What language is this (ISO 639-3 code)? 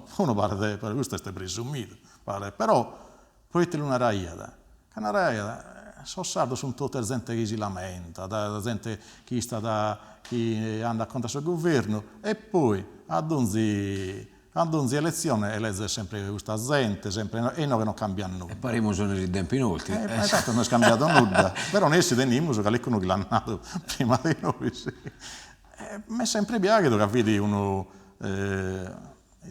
srd